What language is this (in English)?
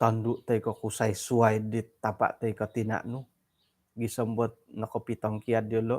Central Dusun